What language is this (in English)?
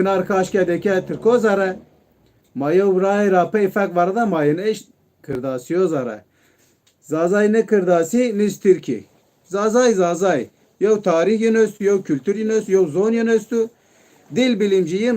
Zaza